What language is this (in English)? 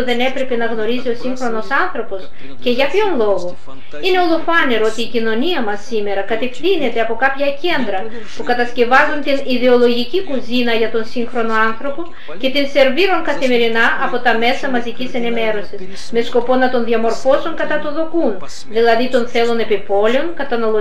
Greek